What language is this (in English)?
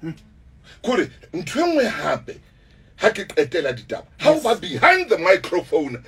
Southern Sotho